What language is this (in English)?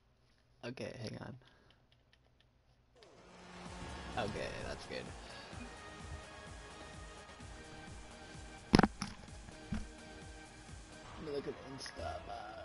English